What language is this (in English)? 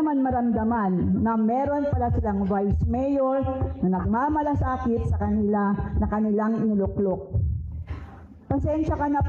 Filipino